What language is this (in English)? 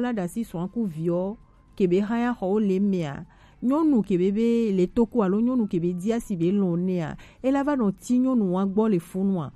Gen